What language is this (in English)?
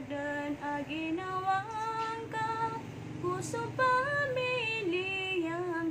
Maranao